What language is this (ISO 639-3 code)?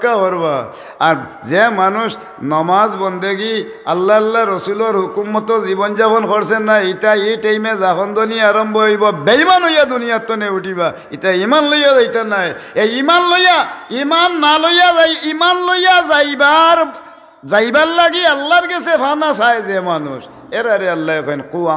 syl